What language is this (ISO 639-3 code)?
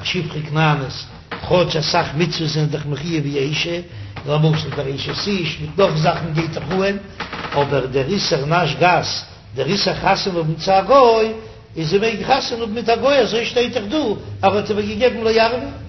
yid